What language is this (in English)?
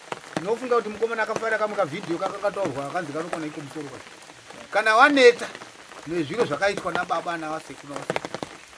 Shona